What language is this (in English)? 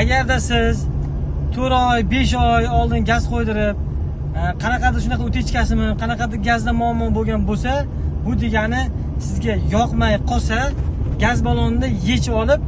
Uzbek